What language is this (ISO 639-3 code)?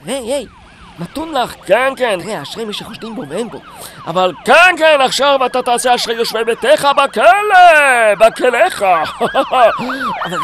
heb